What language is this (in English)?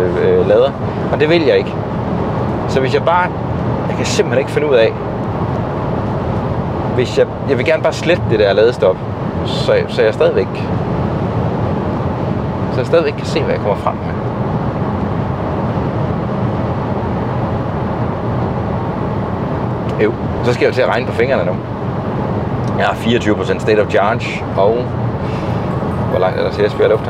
Danish